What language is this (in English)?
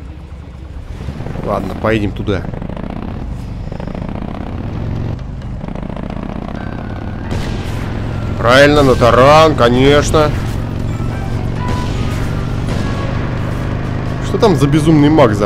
Russian